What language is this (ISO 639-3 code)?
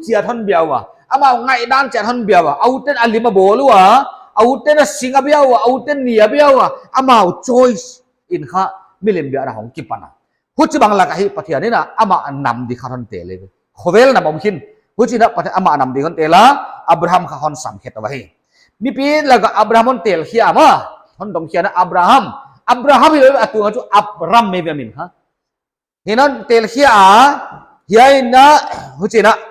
pck